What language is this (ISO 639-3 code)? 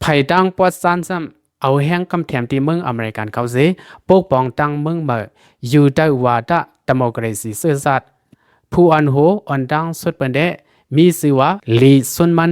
lao